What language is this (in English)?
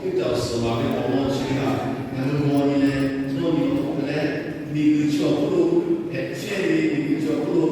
Lahu